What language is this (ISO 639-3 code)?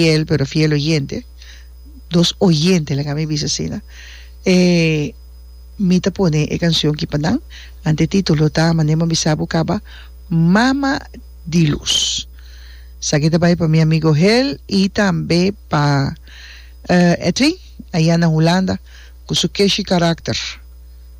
pap